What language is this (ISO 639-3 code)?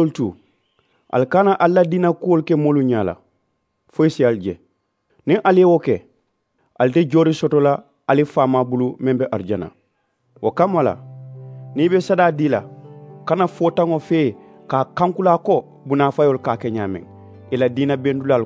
man